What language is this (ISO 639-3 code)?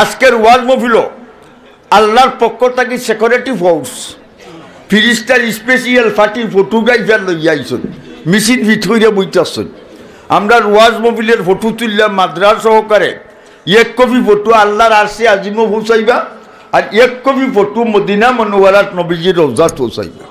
syl